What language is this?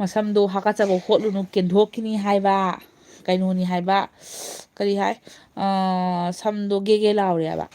Manipuri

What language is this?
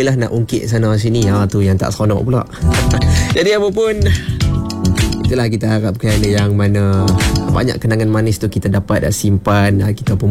Malay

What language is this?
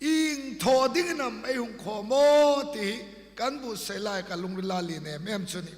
Hmar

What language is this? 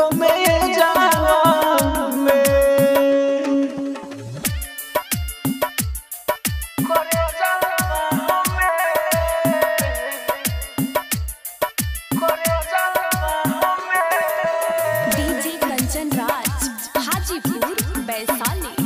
Bhojpuri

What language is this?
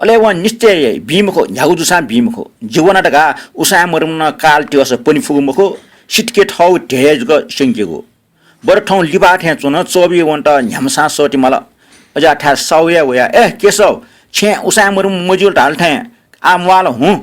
Newari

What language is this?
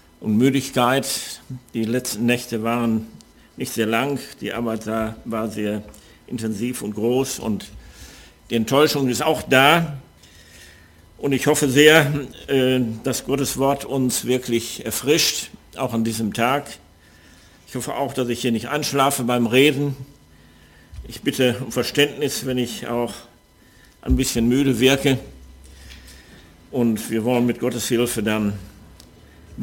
German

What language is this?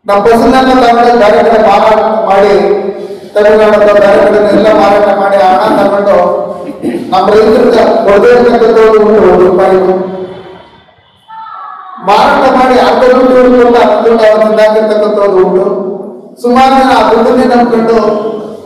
Kannada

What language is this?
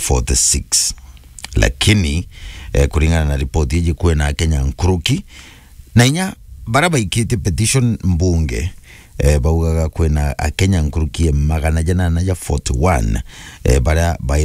Meru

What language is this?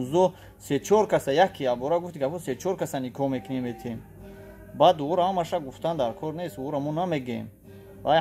Tajik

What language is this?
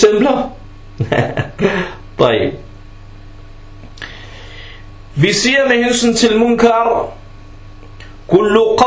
Danish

